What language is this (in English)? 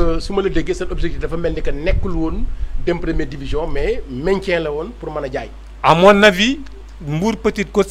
Wolof